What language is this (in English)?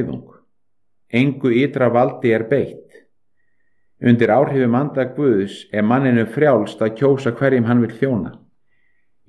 Icelandic